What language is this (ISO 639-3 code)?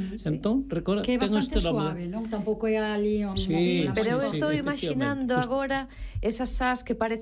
glg